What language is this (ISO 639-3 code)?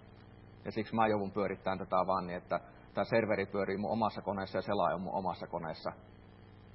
fin